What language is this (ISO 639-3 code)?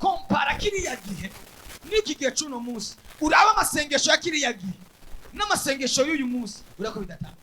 run